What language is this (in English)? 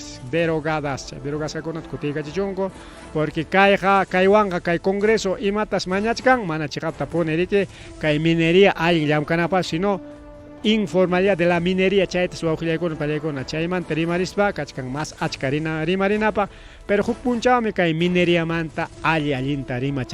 Ayacucho Quechua